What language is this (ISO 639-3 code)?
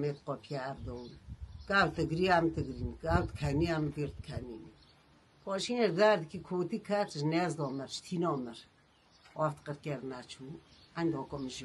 kur